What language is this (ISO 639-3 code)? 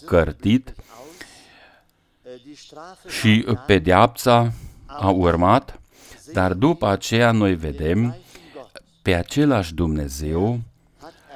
ron